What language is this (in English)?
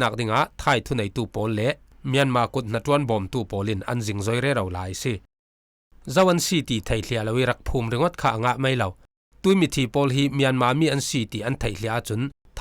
Falam Chin